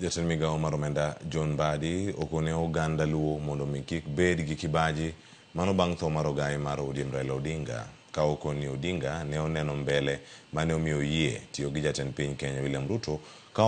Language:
Luo (Kenya and Tanzania)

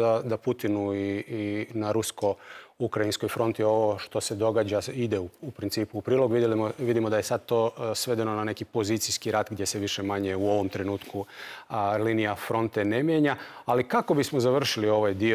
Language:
Croatian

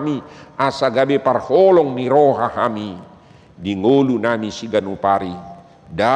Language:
Batak Toba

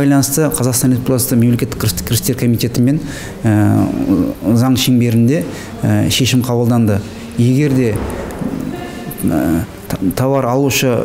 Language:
Kazakh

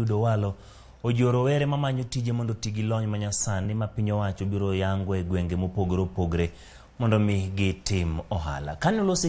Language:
Luo (Kenya and Tanzania)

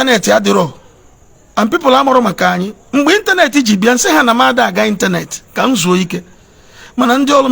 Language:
Igbo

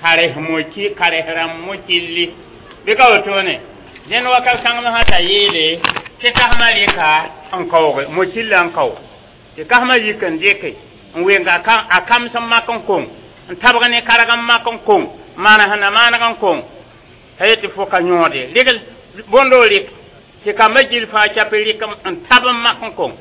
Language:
Mossi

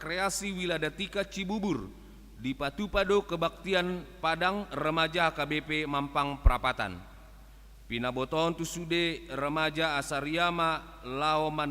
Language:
Batak Toba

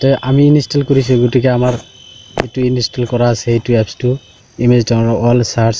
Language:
Assamese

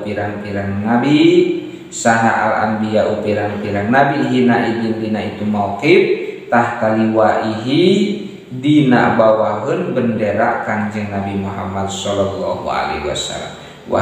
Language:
Sundanese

